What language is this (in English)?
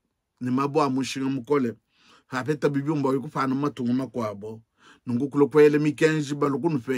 Luba-Lulua